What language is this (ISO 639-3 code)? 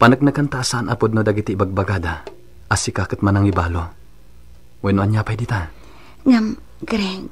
ilo